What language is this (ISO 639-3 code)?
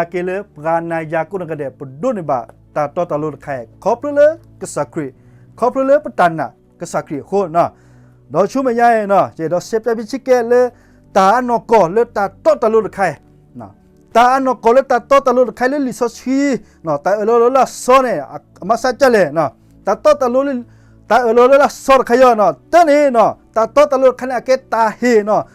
ksw